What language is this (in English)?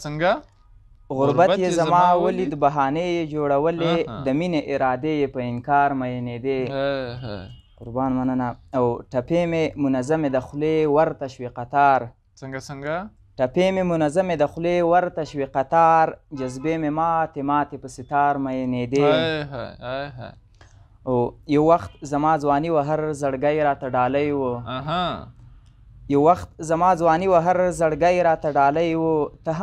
Pashto